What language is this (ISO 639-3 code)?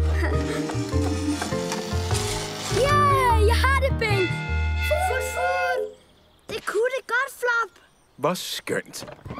dan